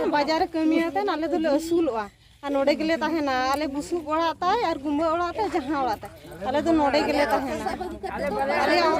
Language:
Santali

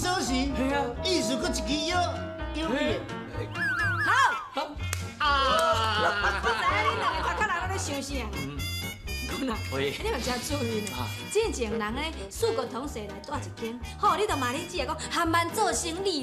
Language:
Min Nan Chinese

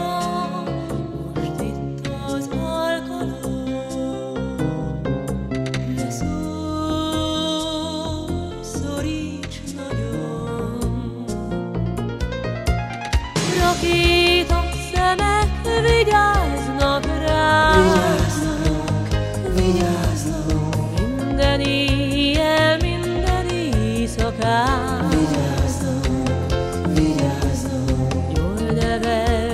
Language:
Hungarian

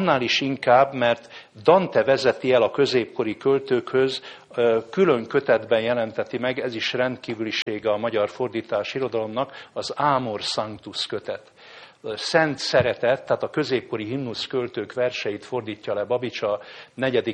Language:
Hungarian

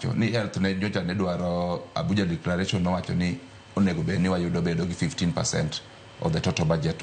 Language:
Luo (Kenya and Tanzania)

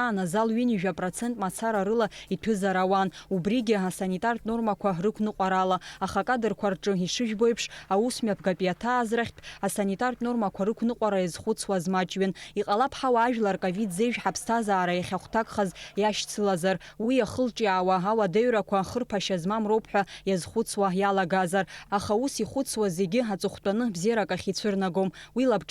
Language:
Abkhazian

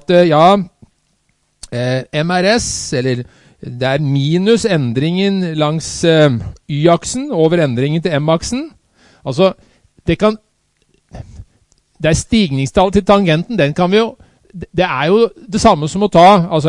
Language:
Norwegian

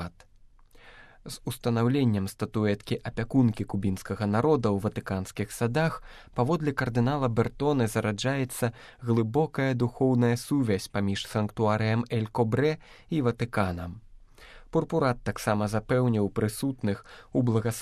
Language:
Belarusian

